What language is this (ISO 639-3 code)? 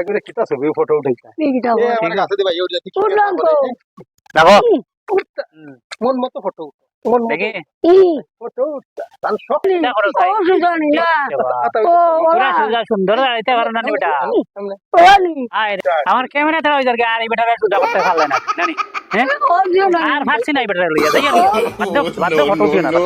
syl